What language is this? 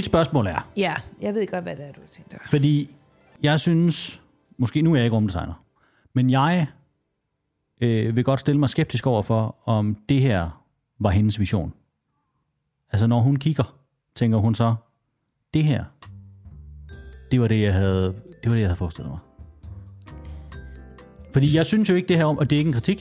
Danish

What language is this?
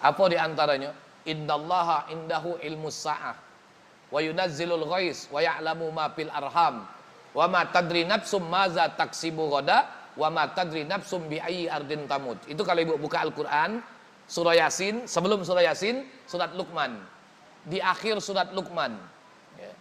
Musi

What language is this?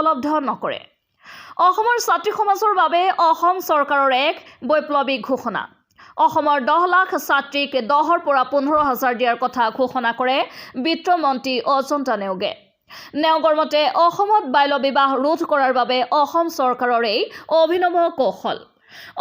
Assamese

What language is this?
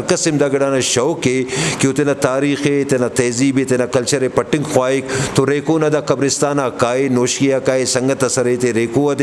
Brahui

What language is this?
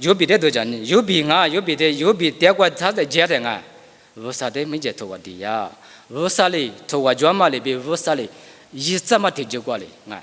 Lisu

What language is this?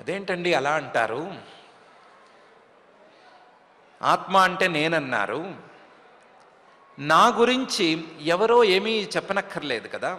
Telugu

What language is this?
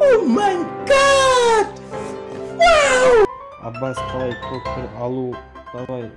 Kara-Kalpak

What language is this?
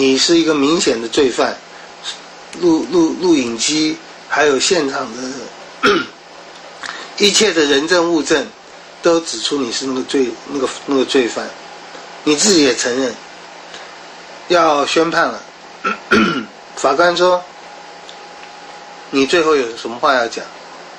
Chinese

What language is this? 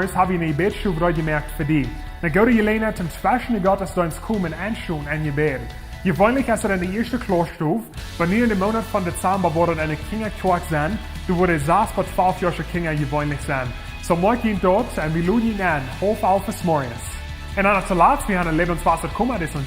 Plautdietsch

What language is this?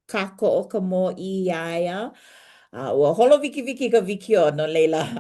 Hawaiian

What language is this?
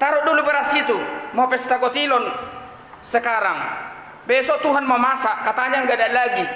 Batak Toba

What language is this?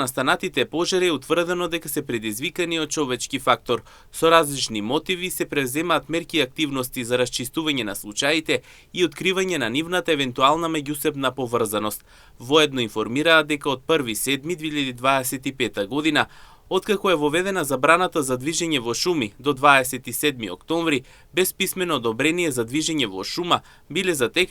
Macedonian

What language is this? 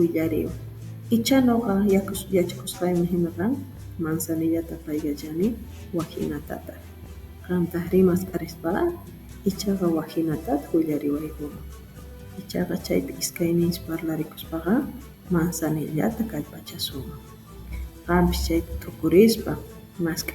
Quechua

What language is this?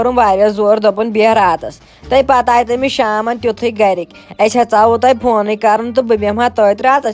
Kashmiri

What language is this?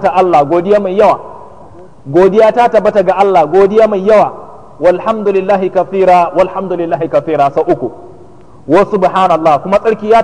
Hausa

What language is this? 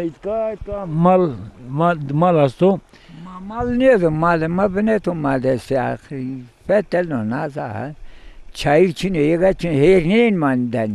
Zaza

